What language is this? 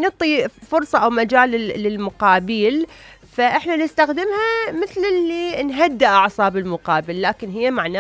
Mesopotamian Arabic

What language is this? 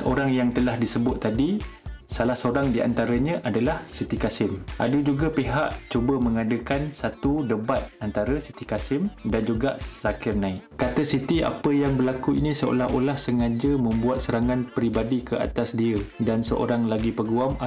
Malay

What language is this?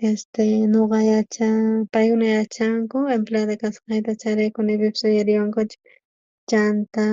South Bolivian Quechua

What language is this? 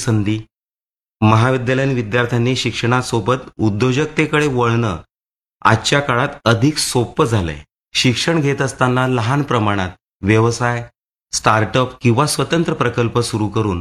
Marathi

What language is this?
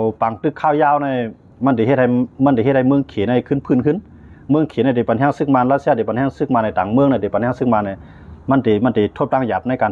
Shan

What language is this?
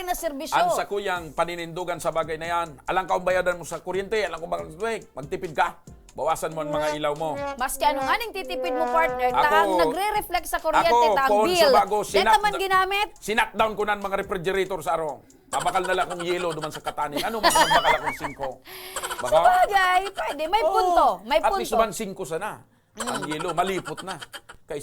Bikol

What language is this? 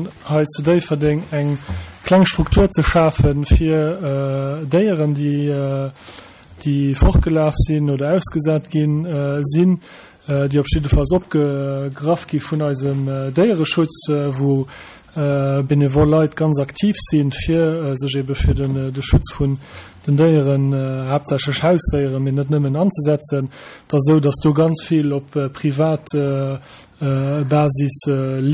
Luxembourgish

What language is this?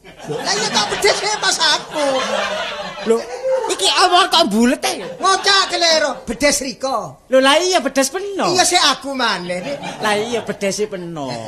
Javanese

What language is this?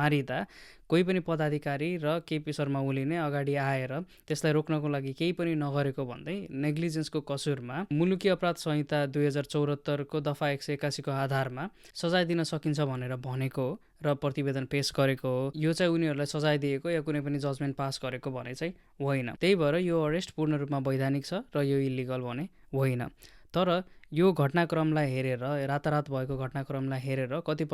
Nepali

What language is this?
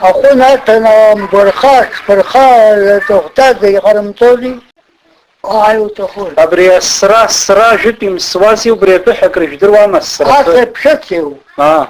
Abkhazian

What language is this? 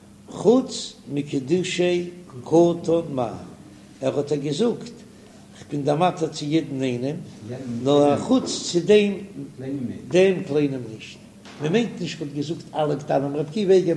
Yiddish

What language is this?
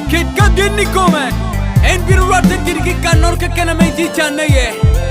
Lango (Uganda)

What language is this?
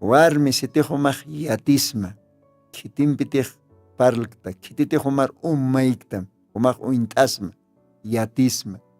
Aymara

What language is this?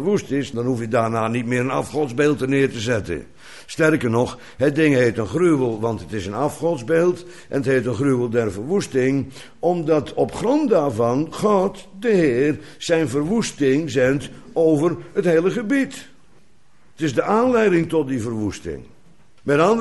Dutch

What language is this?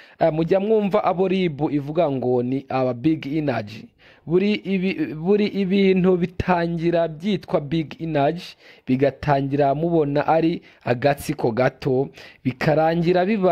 Kinyarwanda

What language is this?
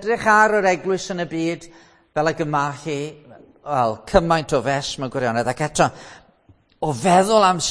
Welsh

